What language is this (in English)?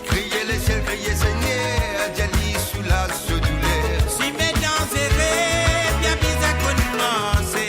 Morisyen